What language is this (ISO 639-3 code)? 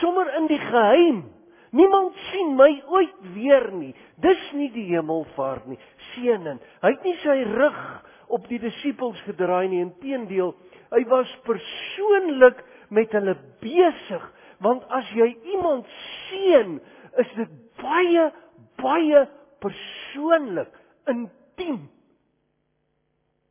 afr